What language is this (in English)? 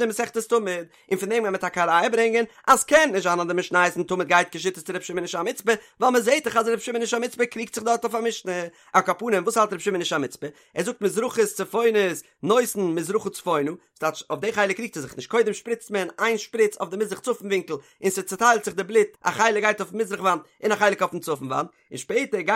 Yiddish